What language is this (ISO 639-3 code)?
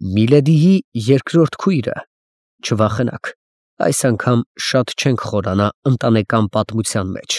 hye